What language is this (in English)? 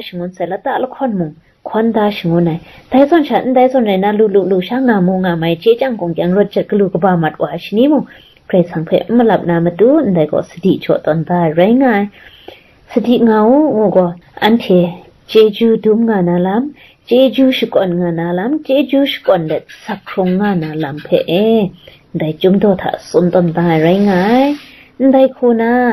Kachin